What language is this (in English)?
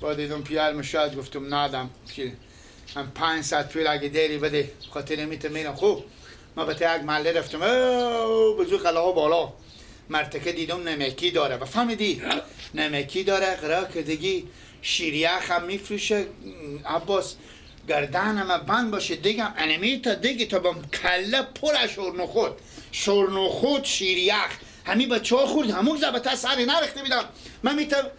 Persian